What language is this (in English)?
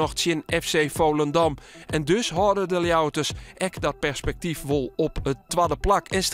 Western Frisian